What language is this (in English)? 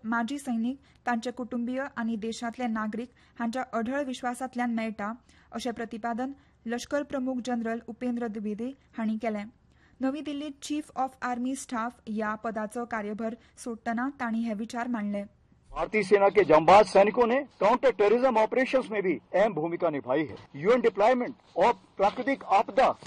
Konkani